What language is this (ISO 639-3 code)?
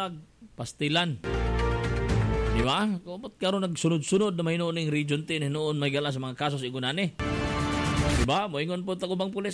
ceb